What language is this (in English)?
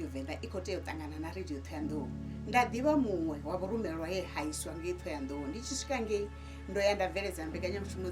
Venda